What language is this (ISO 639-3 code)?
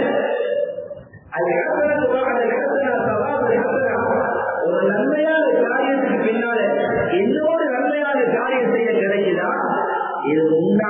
tam